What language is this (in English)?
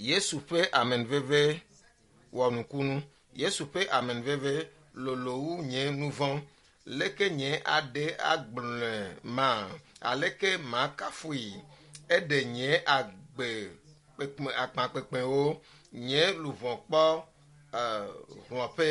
Ewe